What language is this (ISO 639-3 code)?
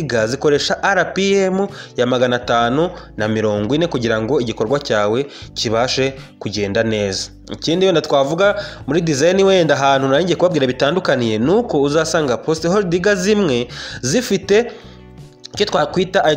kin